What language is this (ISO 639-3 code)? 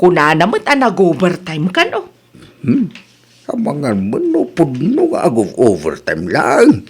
ilo